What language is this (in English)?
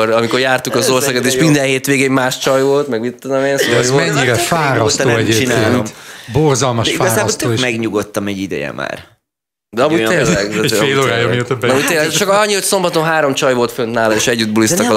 Hungarian